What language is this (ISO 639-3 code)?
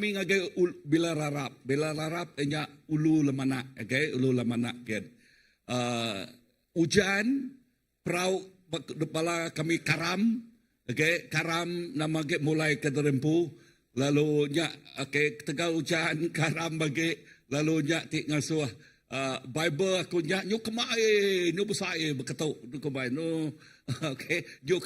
iba